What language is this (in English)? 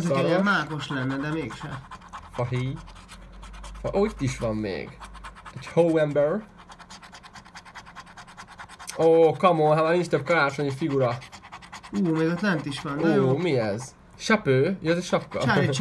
Hungarian